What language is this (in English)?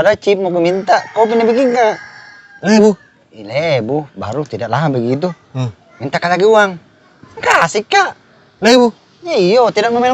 Makassar Malay